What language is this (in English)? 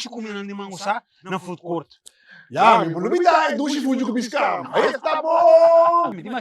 Papiamento